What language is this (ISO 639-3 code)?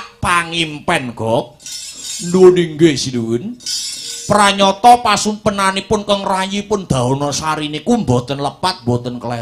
jav